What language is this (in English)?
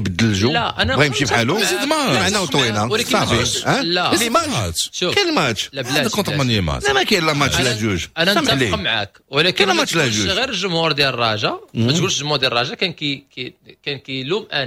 Moroccan Arabic